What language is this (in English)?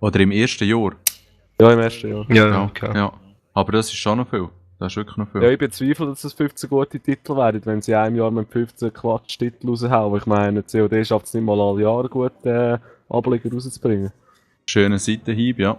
Swiss German